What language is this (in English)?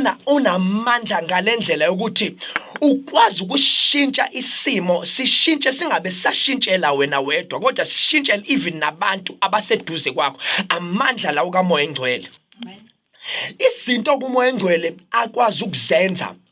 Zulu